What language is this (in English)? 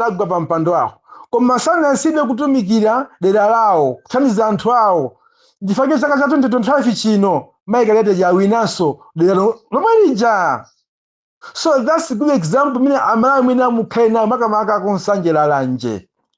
Nyanja